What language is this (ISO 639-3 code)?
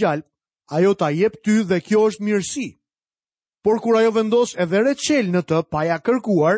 sqi